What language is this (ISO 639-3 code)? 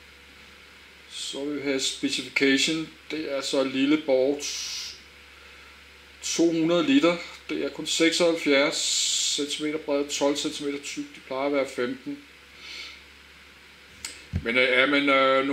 dan